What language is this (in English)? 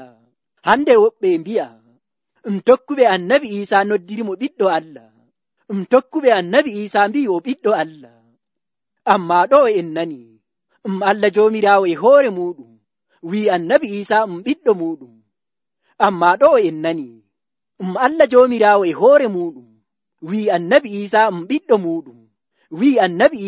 Nigerian Fulfulde